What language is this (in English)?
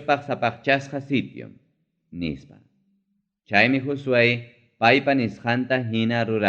Ayacucho Quechua